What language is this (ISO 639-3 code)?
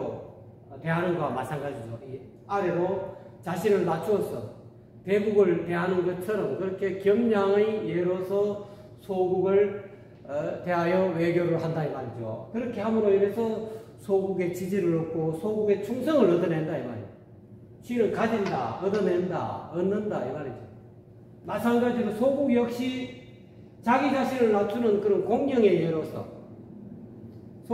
kor